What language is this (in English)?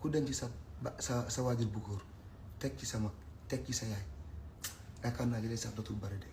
Wolof